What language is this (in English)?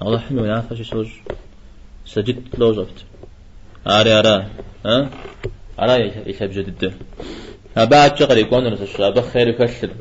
Kabardian